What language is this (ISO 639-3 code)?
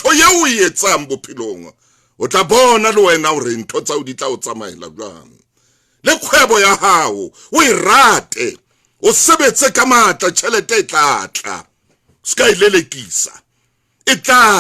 sot